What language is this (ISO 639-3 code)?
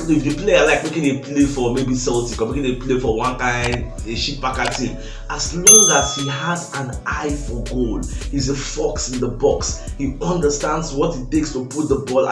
pcm